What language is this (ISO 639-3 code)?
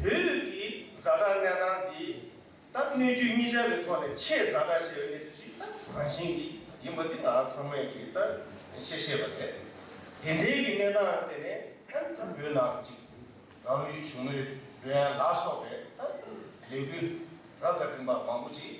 bod